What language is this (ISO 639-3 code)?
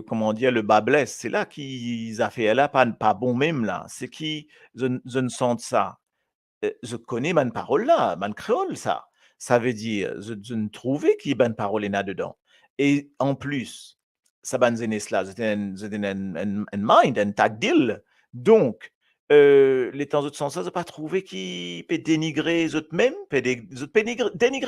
mfe